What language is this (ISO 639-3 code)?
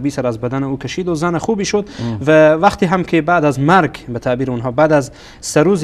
fas